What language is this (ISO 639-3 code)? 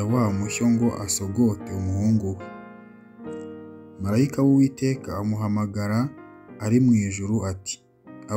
kin